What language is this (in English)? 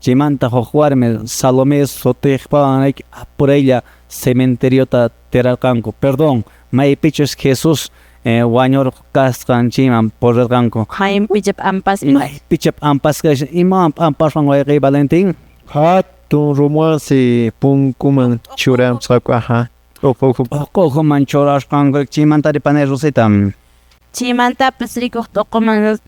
Quechua